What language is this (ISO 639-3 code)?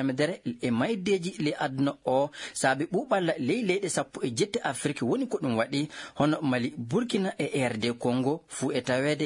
ful